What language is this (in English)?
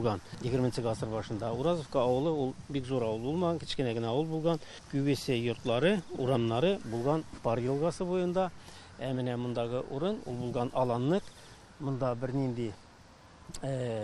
Tatar